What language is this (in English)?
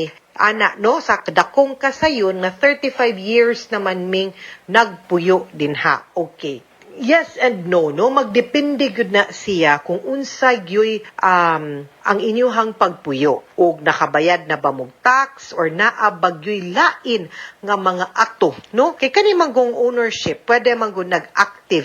Cebuano